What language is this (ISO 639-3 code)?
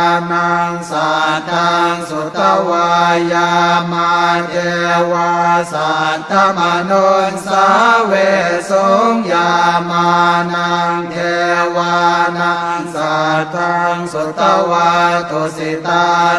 pli